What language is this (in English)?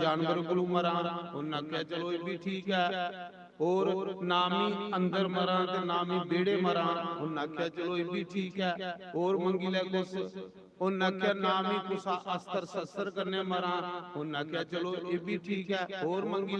Dogri